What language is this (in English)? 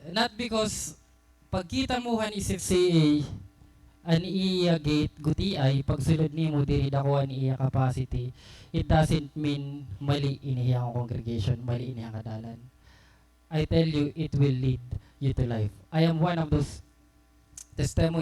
Waray